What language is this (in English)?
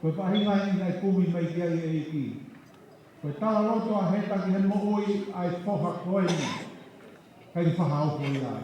Tongan